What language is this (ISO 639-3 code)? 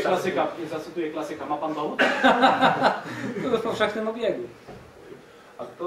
pol